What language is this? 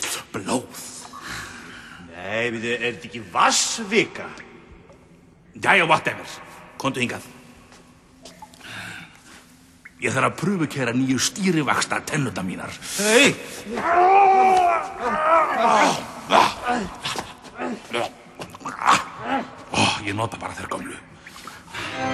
Icelandic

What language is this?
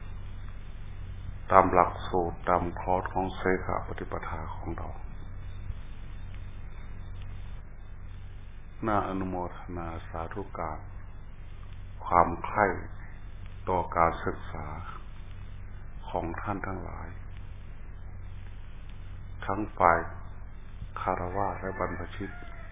Thai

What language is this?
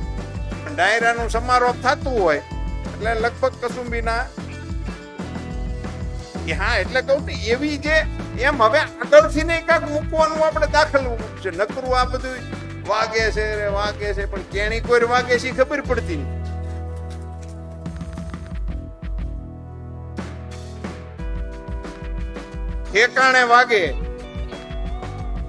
Gujarati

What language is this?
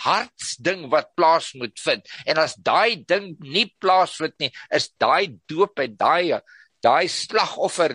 Afrikaans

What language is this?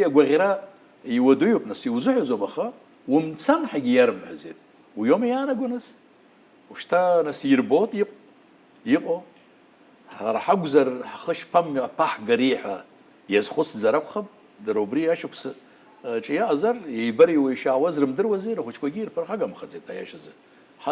Abkhazian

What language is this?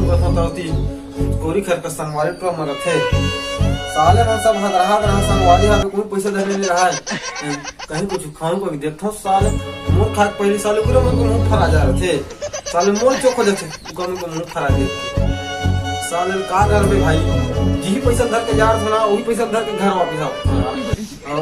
Chhattisgarhi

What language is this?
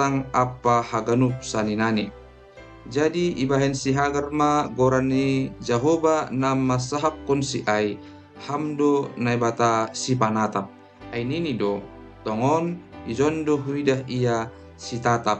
Batak Simalungun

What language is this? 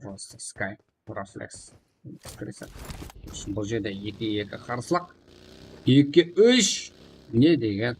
Kara-Kalpak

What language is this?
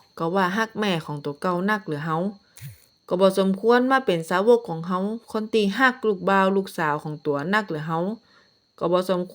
Northern Thai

